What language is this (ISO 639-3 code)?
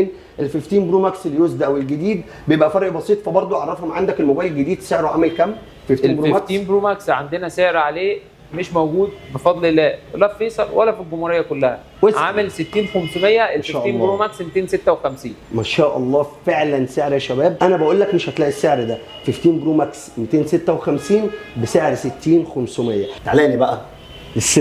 arz